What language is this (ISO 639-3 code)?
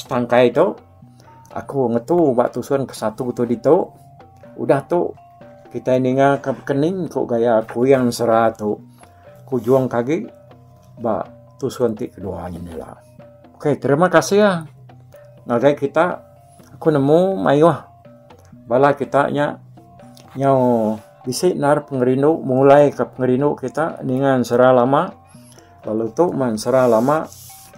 iba